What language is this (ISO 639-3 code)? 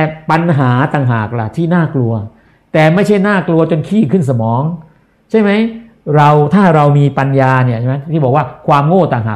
tha